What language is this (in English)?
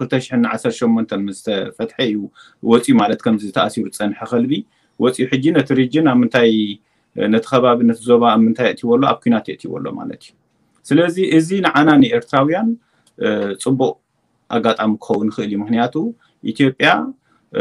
Tigrinya